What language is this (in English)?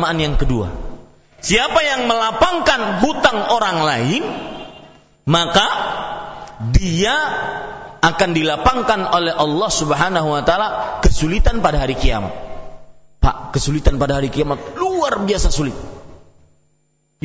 Indonesian